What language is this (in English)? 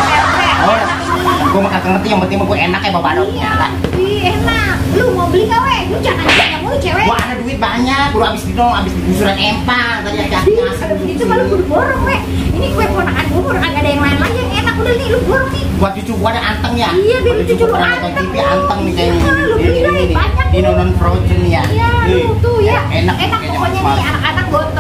Betawi